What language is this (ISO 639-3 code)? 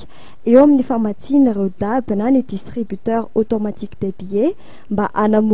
mlg